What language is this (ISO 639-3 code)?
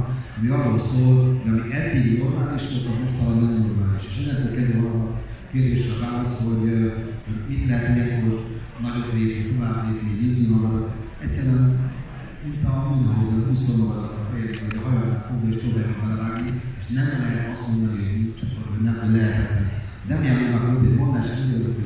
hun